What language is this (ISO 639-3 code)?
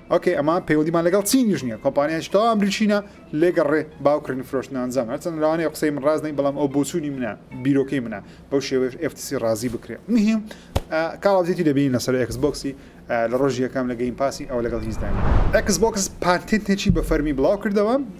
ckb